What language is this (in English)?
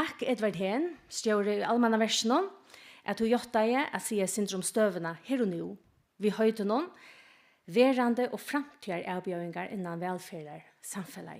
Faroese